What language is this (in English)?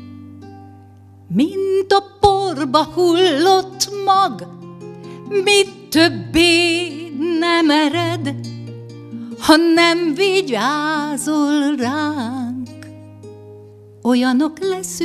Hungarian